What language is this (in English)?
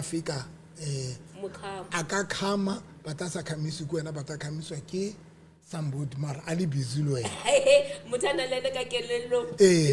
Southern Sotho